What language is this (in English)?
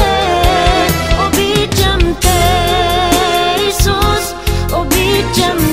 Bulgarian